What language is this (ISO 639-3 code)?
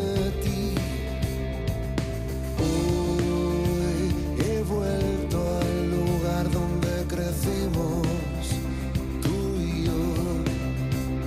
eus